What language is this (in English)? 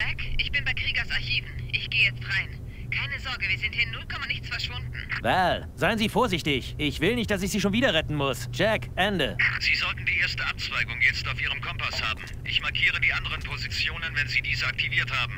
Bavarian